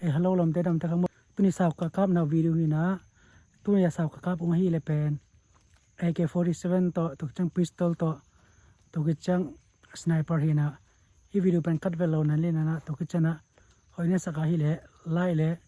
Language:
Tedim Chin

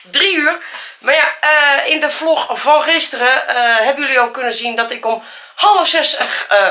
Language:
Dutch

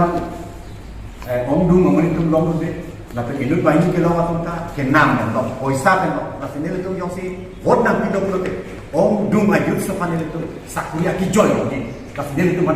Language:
Karbi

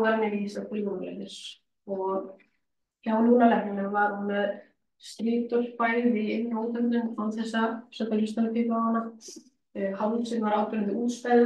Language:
Icelandic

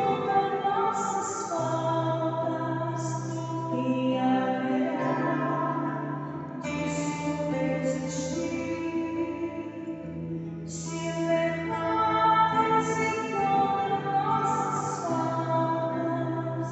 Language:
Portuguese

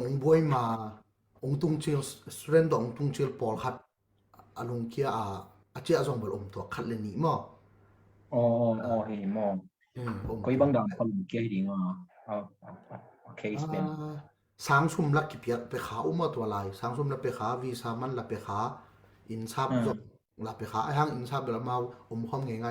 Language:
Tedim Chin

